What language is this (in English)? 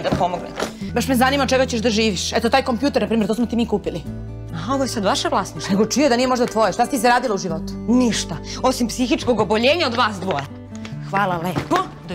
Serbian